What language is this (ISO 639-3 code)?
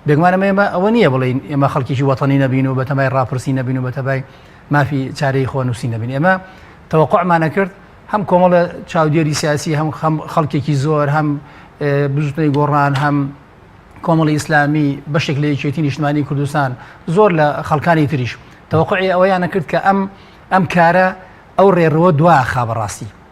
ckb